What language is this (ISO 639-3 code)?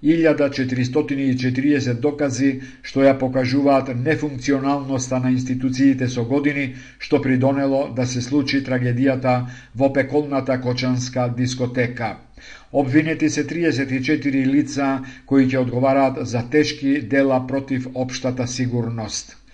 mkd